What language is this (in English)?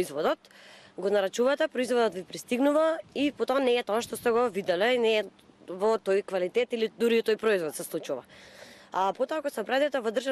Macedonian